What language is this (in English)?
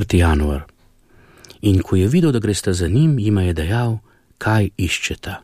Slovenian